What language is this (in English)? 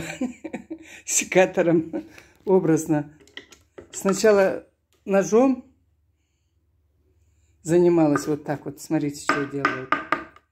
Russian